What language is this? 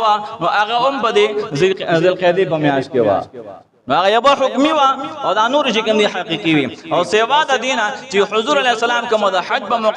Pashto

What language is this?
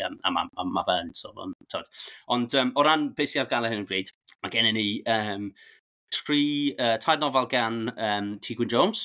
Welsh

